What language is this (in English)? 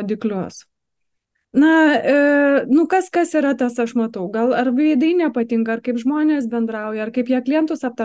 Lithuanian